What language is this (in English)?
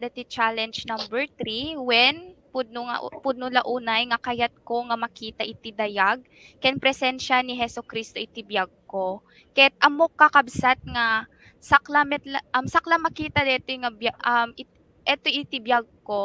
Iloko